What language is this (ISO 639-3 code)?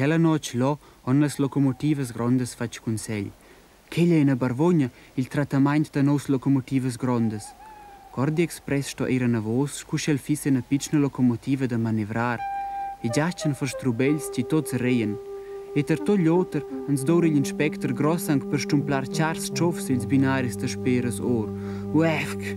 roh